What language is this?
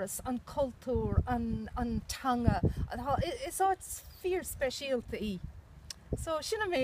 Irish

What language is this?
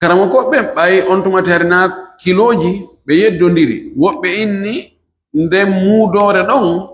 Fula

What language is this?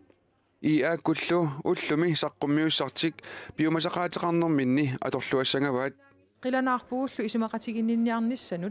Kalaallisut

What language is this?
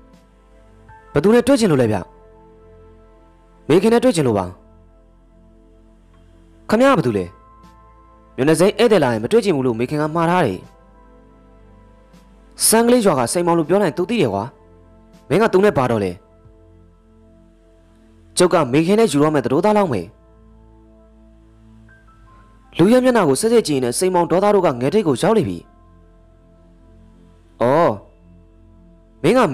Burmese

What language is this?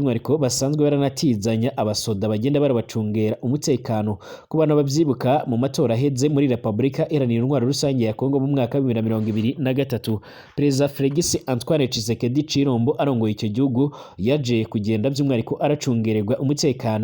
Rundi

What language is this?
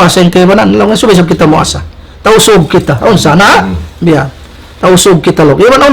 Tausug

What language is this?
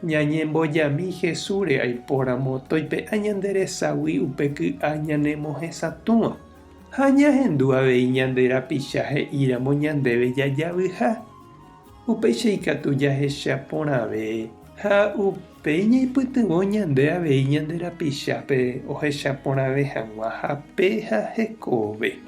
Guarani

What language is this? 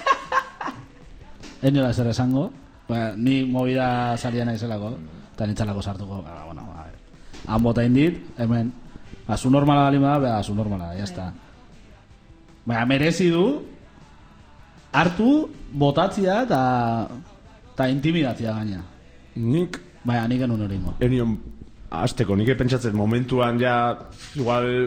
Basque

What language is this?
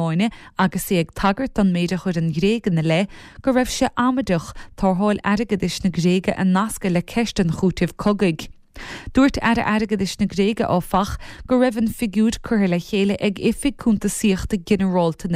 Irish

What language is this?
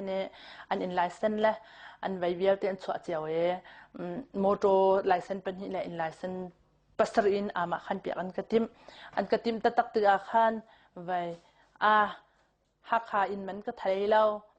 Hakha Chin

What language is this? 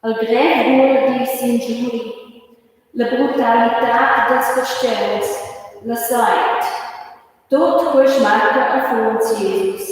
Romansh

